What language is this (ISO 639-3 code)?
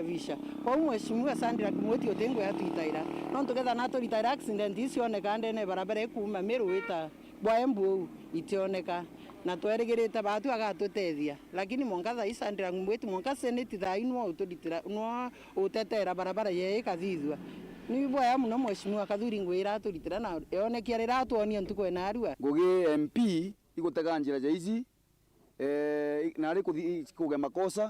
mer